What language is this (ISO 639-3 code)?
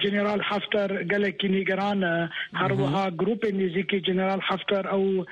kur